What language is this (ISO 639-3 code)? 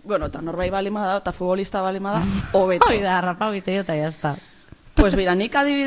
eus